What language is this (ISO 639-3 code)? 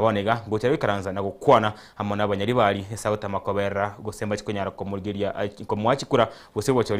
guz